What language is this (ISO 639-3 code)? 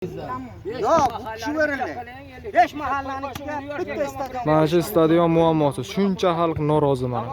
uzb